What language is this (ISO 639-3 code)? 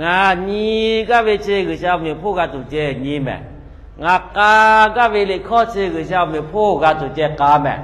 lhu